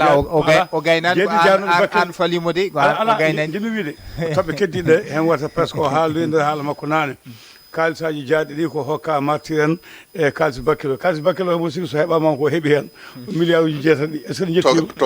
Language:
Fula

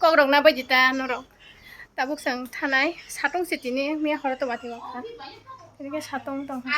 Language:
Kok Borok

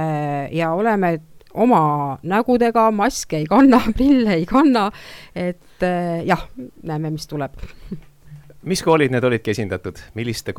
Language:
Estonian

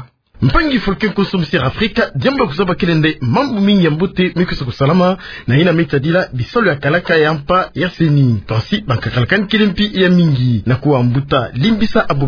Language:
Kituba (Democratic Republic of Congo)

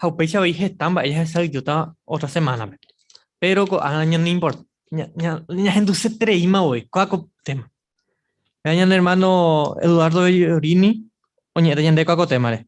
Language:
Guarani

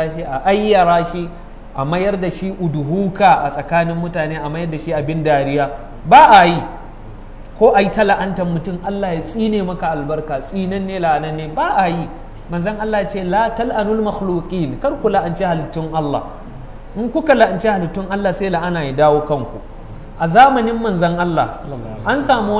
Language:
Hausa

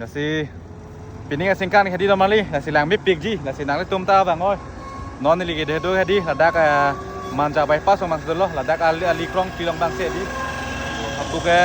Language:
Karbi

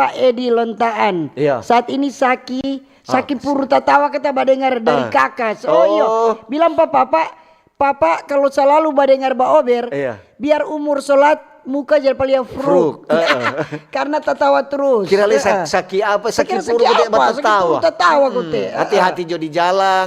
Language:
Manado Malay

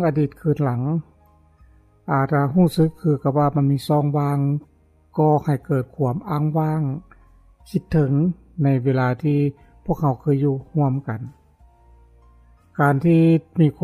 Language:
Lao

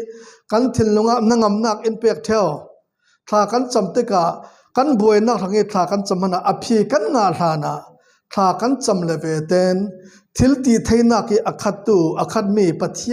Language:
Falam Chin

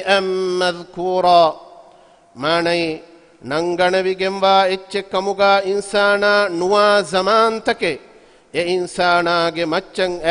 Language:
Divehi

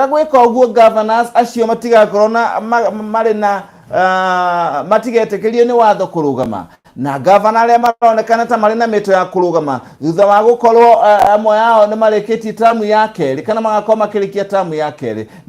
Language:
Kikuyu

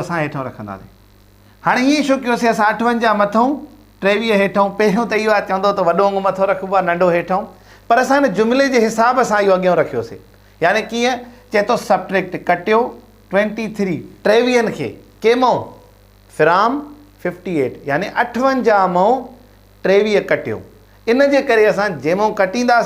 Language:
Sindhi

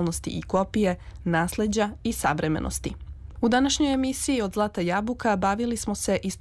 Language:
Serbian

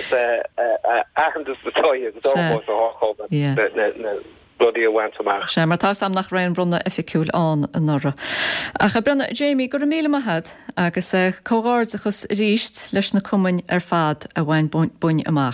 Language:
Irish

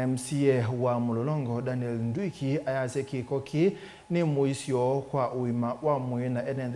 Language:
Kamba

